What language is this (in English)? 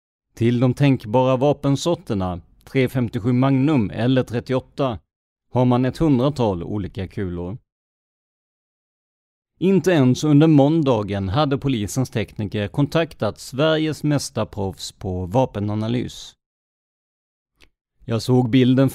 Swedish